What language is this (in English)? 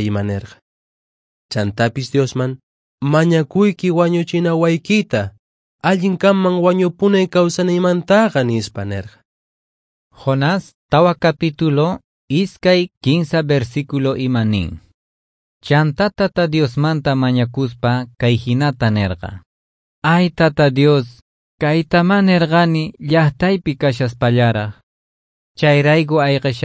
Quechua